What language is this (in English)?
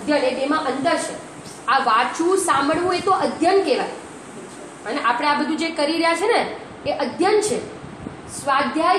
Gujarati